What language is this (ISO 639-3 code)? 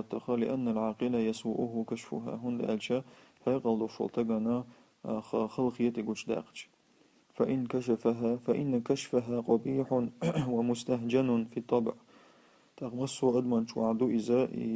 che